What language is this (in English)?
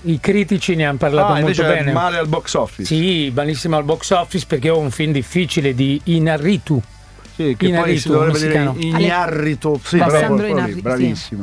Italian